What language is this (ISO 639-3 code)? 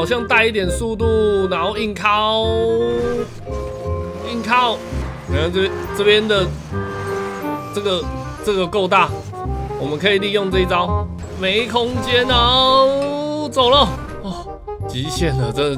zho